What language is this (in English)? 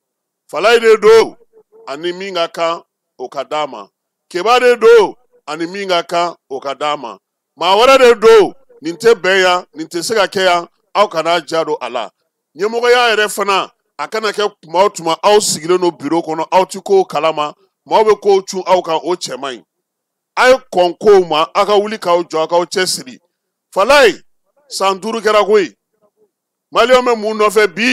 Bambara